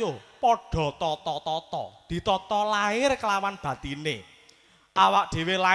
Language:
Javanese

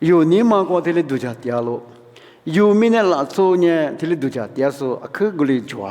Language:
Lisu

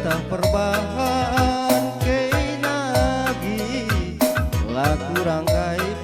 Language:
Batak Karo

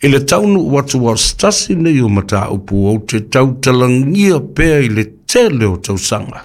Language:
Samoan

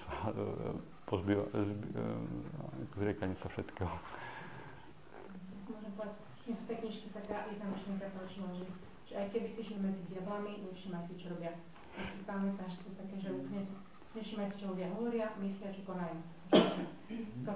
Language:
Slovak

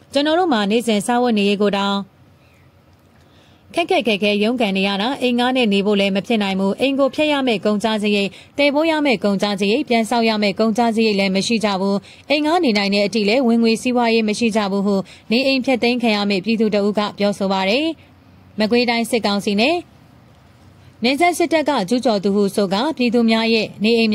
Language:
Burmese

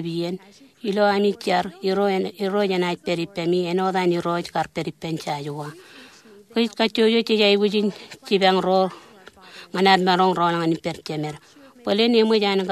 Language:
Marshallese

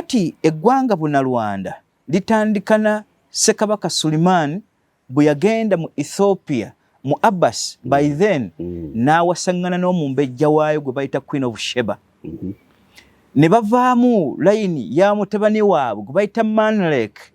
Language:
Ganda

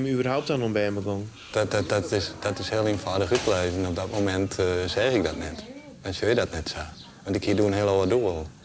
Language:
Western Frisian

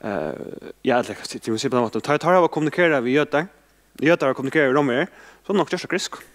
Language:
Faroese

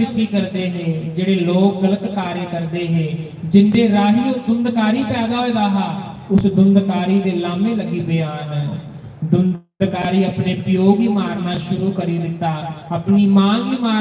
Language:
Dogri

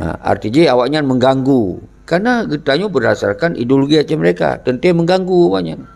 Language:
Achinese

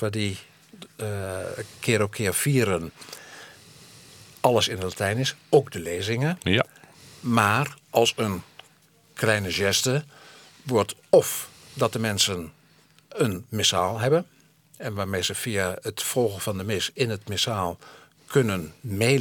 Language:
Dutch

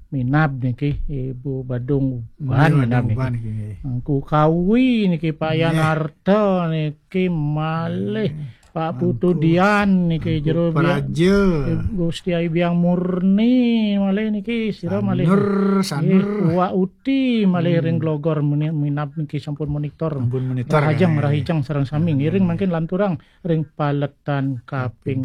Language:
Balinese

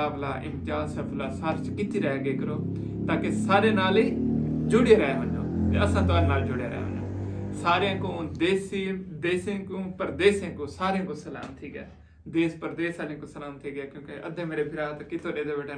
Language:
Saraiki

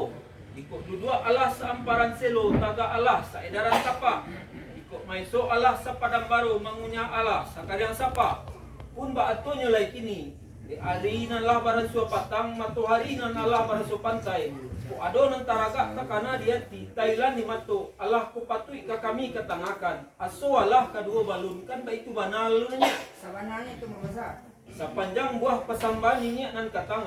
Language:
Minangkabau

